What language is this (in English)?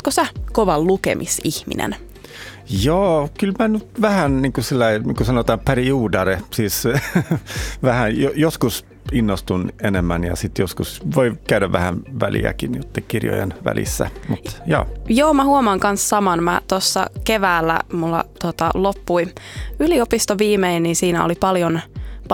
Finnish